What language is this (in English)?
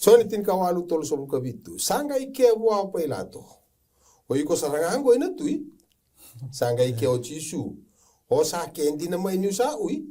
Fijian